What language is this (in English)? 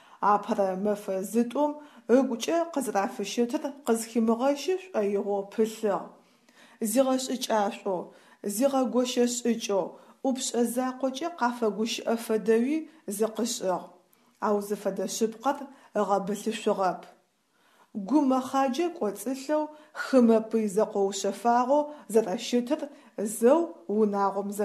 Adyghe